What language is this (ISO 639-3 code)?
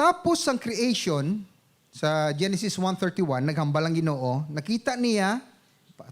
hil